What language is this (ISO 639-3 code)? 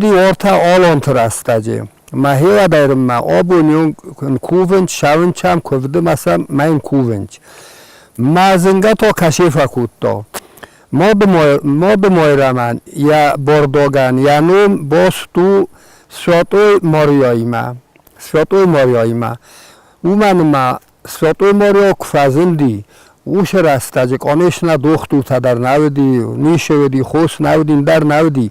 oss